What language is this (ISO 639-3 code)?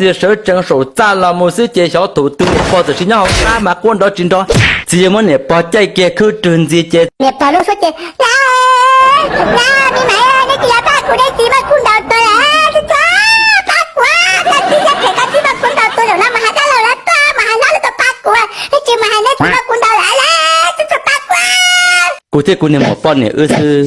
hmn